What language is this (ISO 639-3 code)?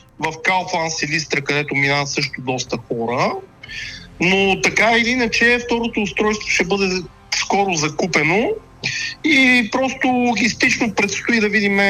bul